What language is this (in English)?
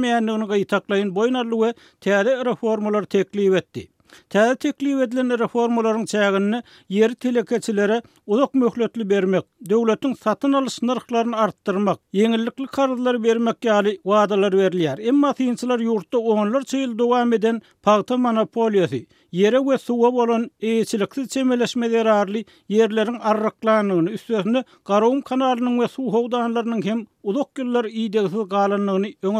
Turkmen